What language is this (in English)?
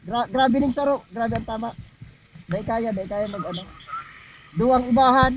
Bikol